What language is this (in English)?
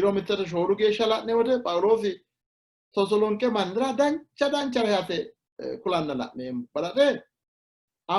Sidamo